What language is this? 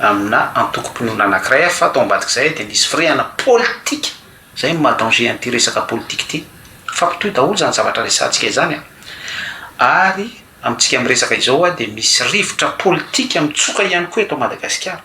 Malagasy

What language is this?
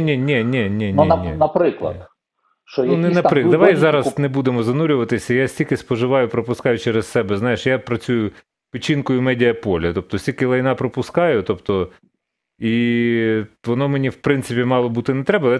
Ukrainian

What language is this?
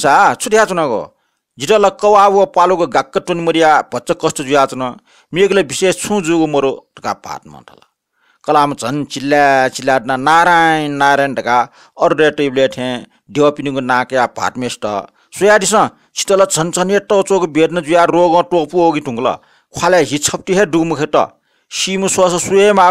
Newari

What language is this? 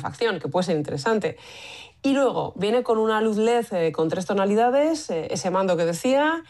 Spanish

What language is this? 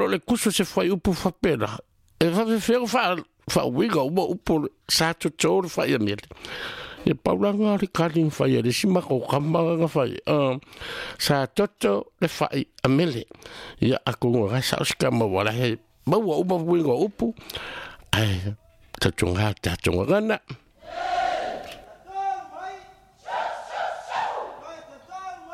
Samoan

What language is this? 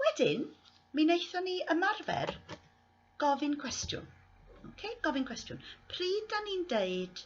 Welsh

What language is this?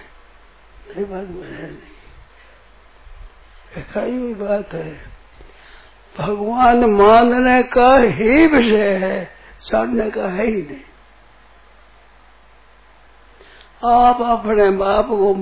Hindi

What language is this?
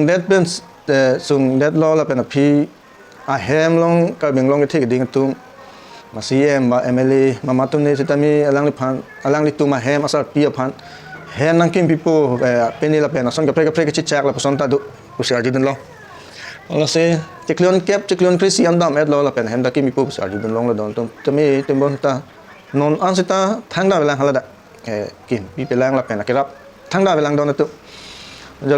Karbi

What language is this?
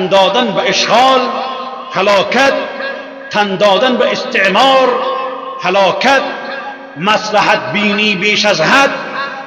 Persian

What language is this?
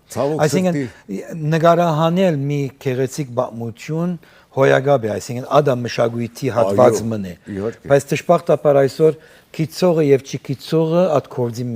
Western Armenian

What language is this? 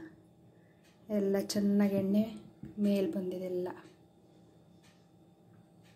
Kannada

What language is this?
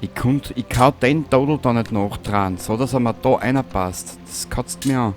Bavarian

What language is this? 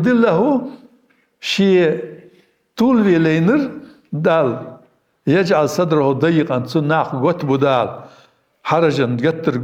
Ingush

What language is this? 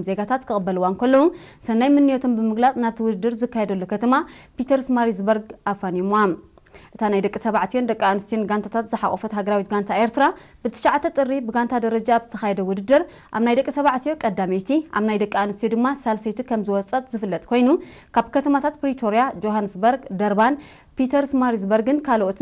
Tigrinya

